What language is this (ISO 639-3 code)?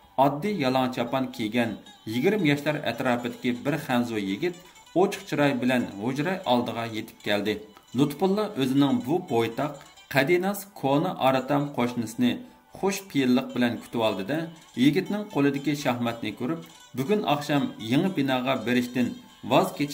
uig